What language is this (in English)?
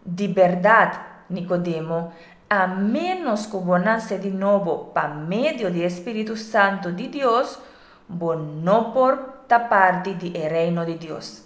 Papiamento